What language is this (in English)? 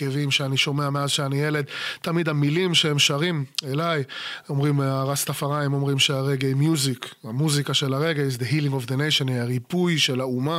Hebrew